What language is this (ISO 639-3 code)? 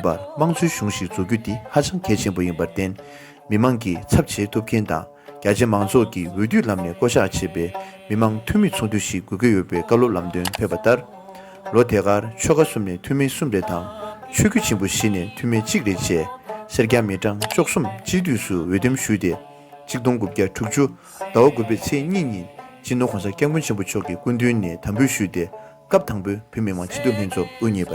bod